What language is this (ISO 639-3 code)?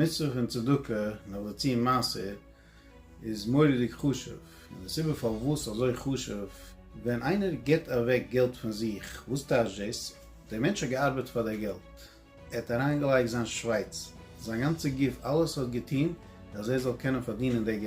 yid